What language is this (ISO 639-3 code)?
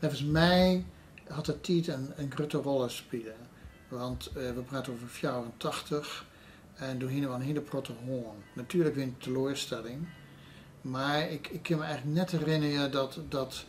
fry